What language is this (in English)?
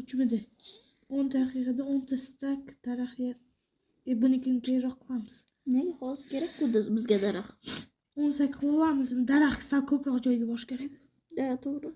Uzbek